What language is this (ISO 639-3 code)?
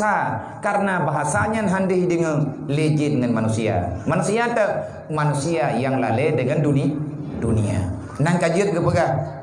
ace